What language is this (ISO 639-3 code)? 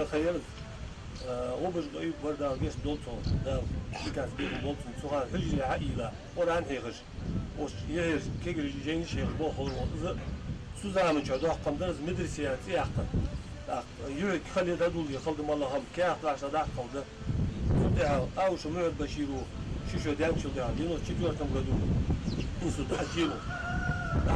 inh